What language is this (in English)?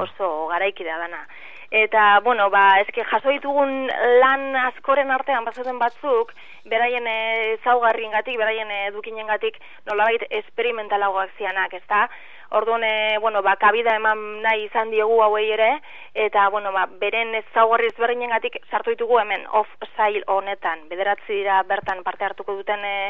Basque